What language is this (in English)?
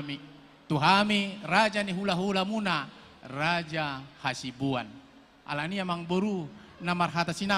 Batak Toba